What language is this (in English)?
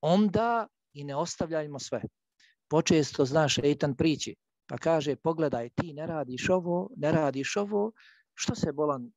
Bosnian